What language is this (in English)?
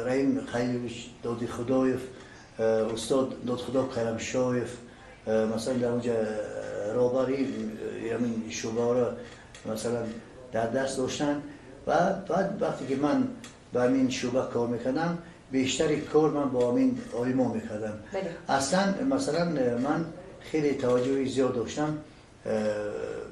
Tajik